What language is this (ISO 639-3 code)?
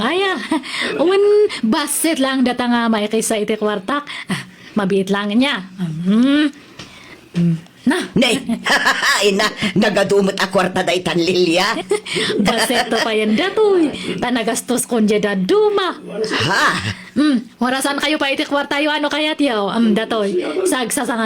ilo